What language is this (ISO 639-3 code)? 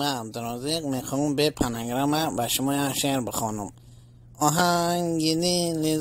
tgk